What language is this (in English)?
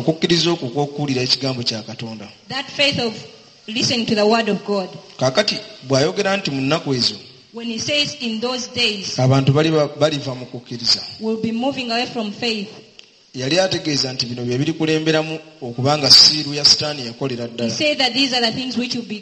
Ganda